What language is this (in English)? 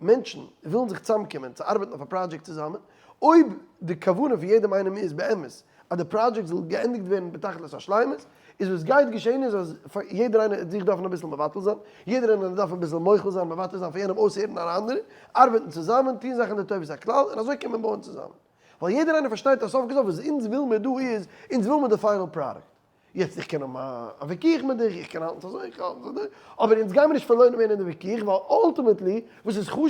Yiddish